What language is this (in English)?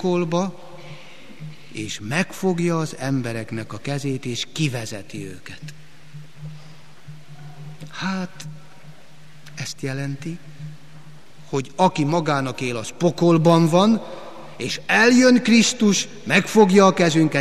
Hungarian